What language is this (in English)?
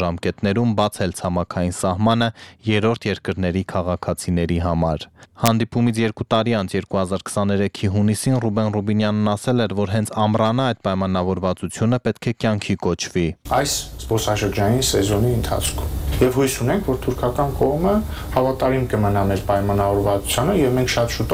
Armenian